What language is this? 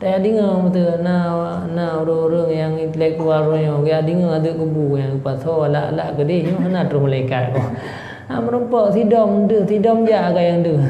Achinese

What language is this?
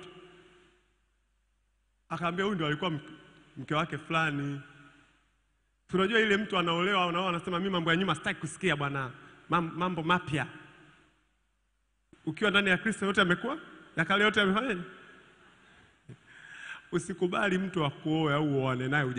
Swahili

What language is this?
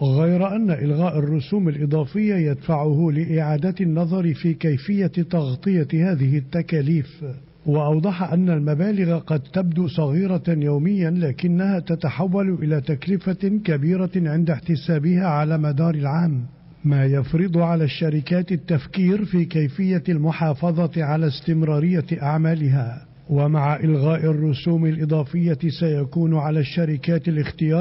Arabic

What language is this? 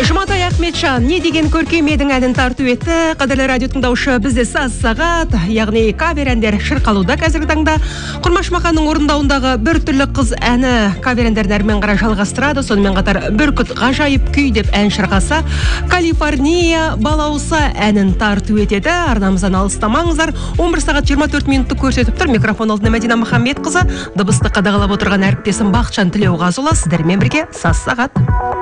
Kazakh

